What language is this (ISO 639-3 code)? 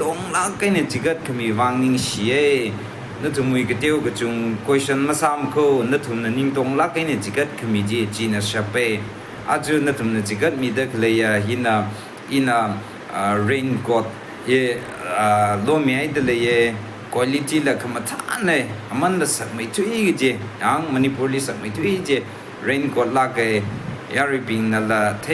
nmf